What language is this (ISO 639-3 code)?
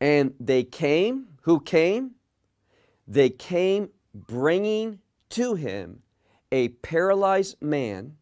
eng